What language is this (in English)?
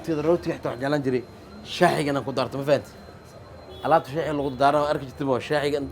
Somali